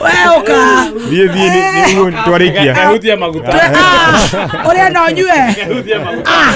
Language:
Kikuyu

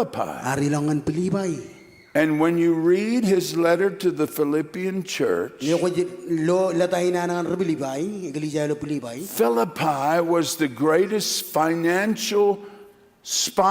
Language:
Marshallese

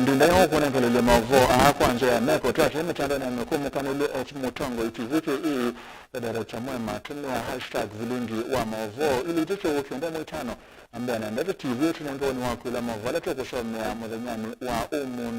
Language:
Kamba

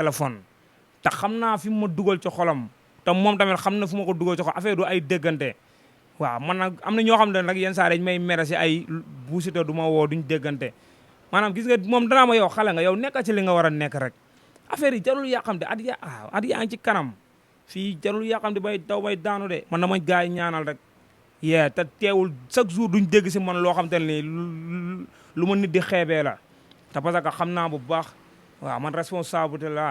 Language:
Wolof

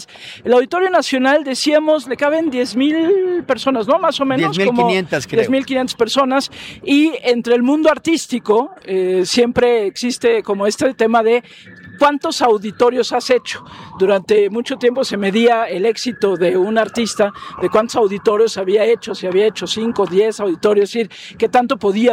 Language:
Spanish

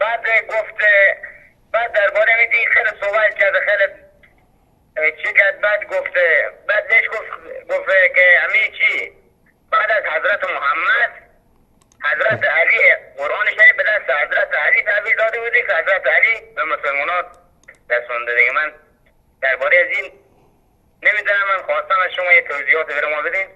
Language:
Persian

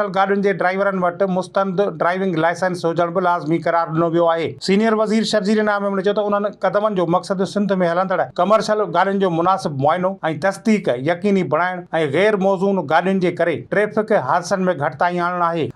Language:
Sindhi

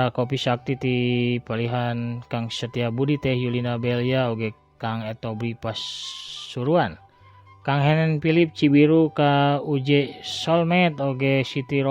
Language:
Sundanese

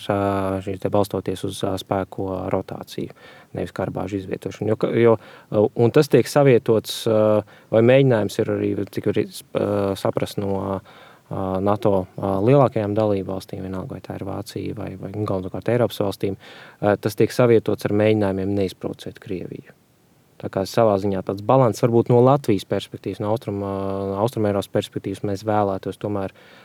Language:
Latvian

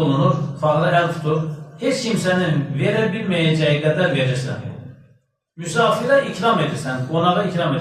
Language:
Azerbaijani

